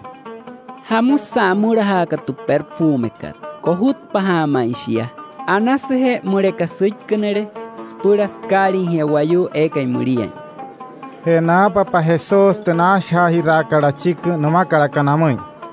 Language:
Wayuu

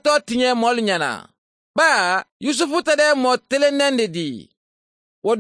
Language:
Mandingo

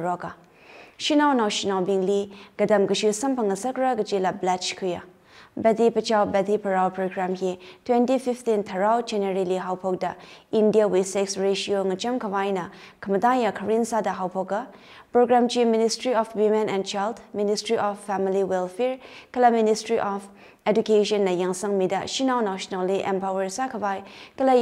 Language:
Tangkhul Naga (India)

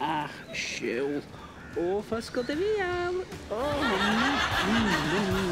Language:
Scottish Gaelic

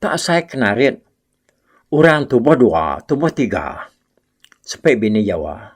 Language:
Iban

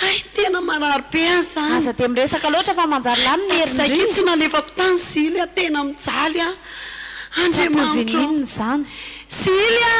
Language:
Malagasy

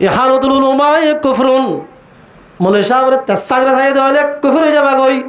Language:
Rohingya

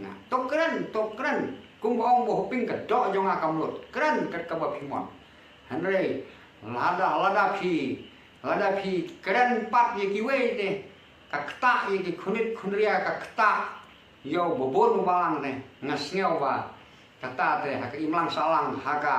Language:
Khasi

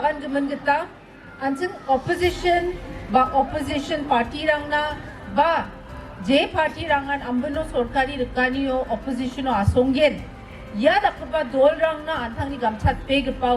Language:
Garo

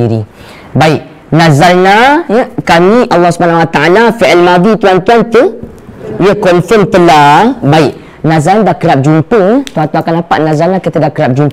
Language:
Malay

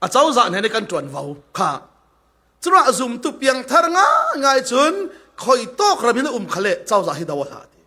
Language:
Falam Chin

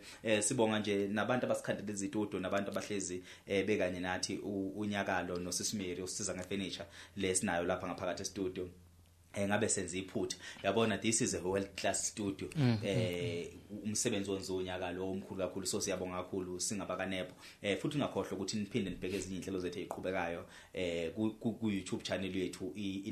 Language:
Zulu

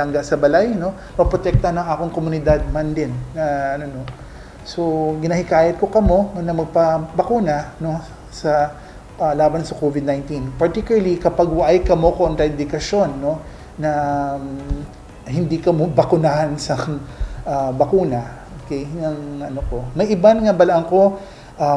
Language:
Hiligaynon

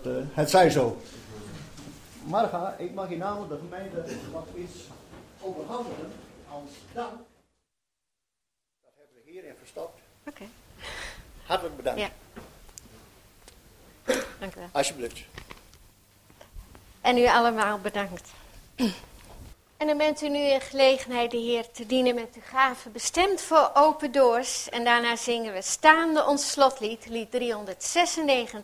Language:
Dutch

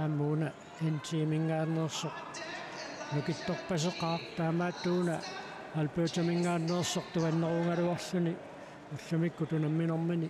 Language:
Kalaallisut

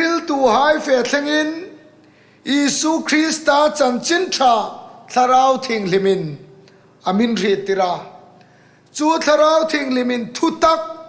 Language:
Hmar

